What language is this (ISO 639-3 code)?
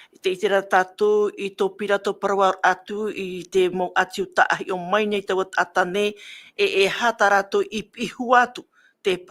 tah